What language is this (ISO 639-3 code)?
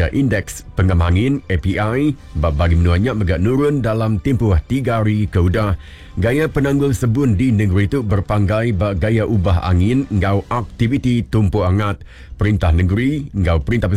iba